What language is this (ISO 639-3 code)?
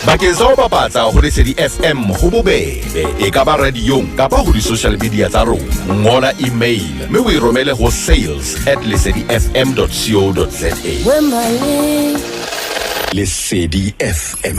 sot